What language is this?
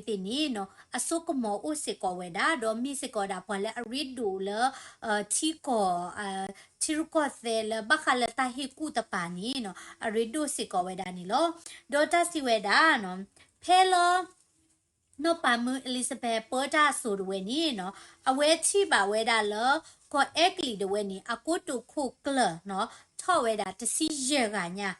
S'gaw Karen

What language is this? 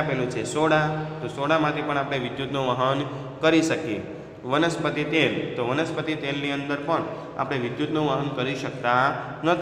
Gujarati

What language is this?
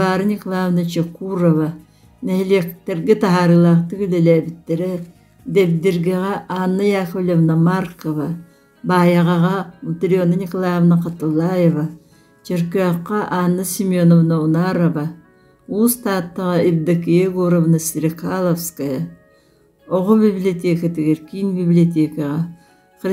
Yakut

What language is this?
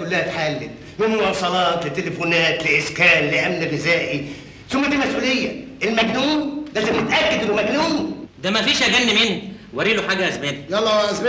Egyptian Arabic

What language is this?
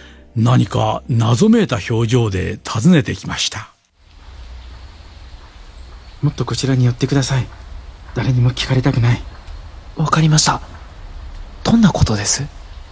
Japanese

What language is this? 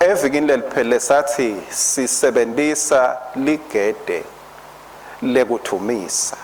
Swati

